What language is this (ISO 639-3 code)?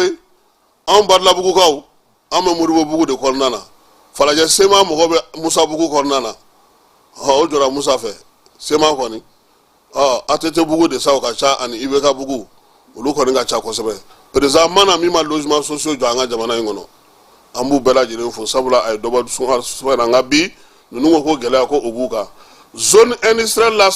bam